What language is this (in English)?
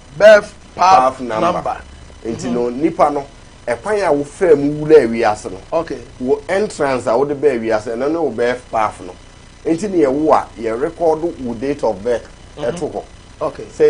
Akan